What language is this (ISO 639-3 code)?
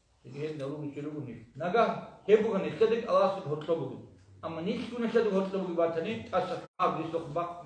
ava